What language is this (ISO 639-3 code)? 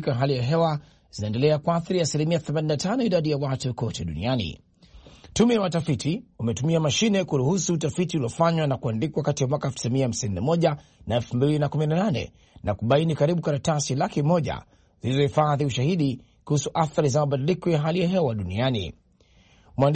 swa